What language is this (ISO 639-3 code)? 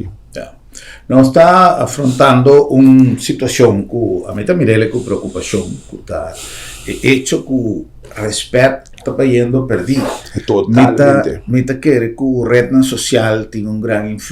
pap